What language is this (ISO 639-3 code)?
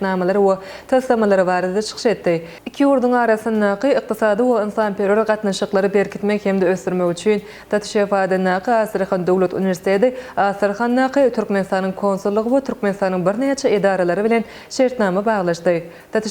tuk